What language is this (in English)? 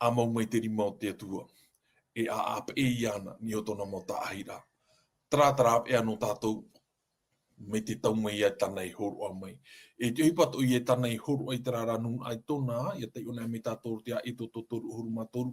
Tahitian